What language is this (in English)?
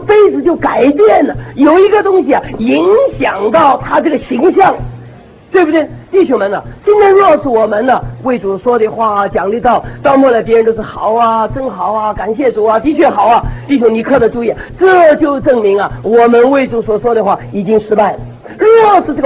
Chinese